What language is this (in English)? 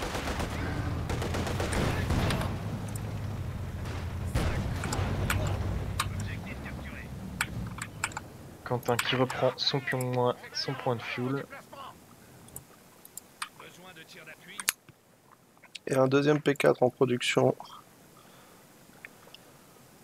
French